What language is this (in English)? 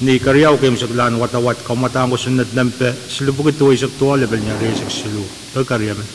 Pohnpeian